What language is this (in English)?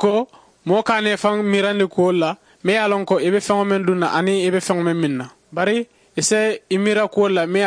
Mandingo